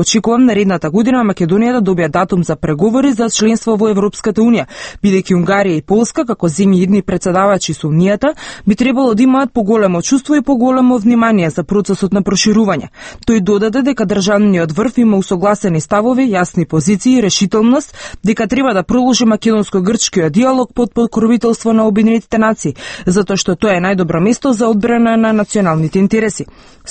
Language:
Macedonian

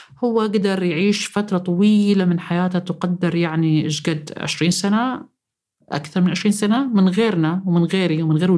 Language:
North Levantine Arabic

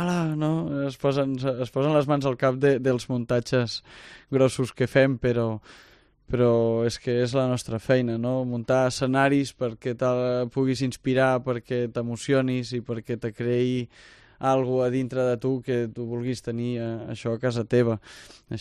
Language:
Catalan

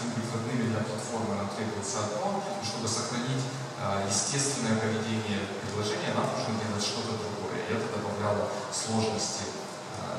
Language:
Russian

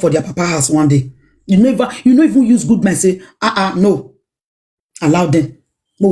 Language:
Nigerian Pidgin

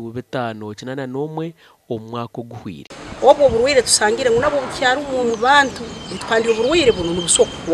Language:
Nyankole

